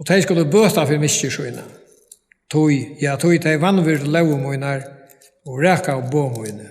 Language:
Faroese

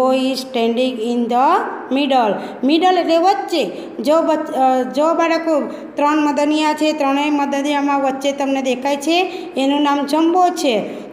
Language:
Gujarati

